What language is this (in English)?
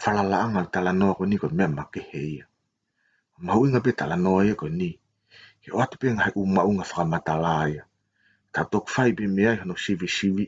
Tongan